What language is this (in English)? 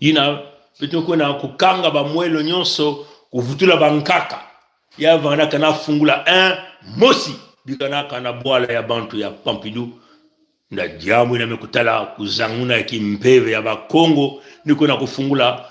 Kituba (Congo)